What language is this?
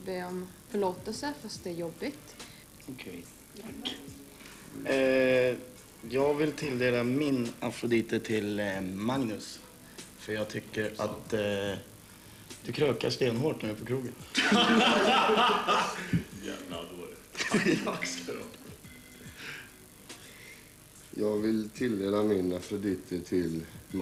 Swedish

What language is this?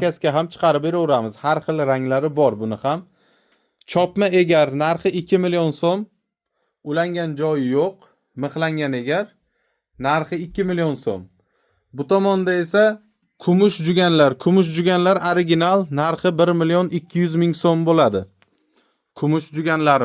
Uzbek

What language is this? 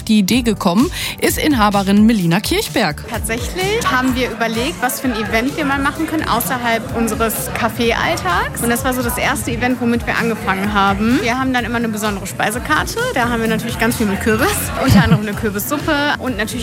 German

